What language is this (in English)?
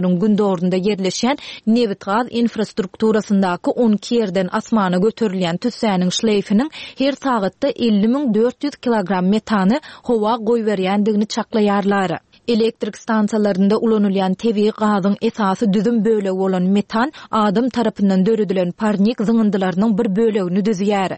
Turkmen